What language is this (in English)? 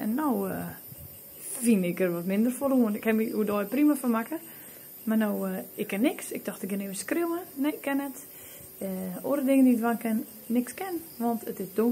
Western Frisian